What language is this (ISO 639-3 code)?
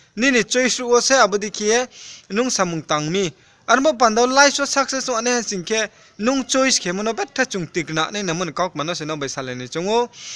ria